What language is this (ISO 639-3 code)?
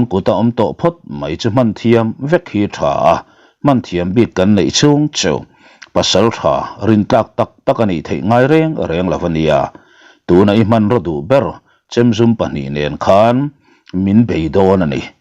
lus